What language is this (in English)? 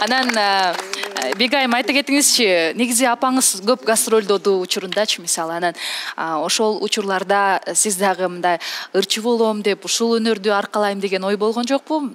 Kyrgyz